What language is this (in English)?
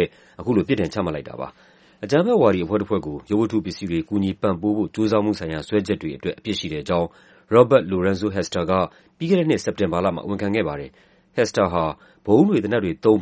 Burmese